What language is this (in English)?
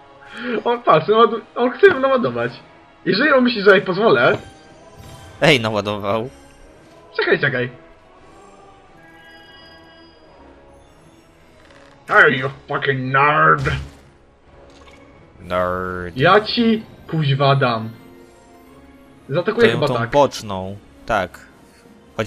Polish